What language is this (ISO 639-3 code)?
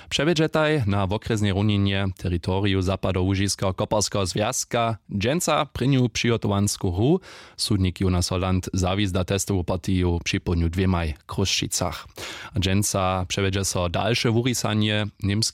hsb